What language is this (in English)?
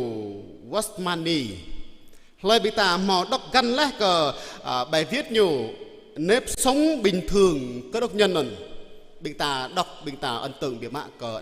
Jarai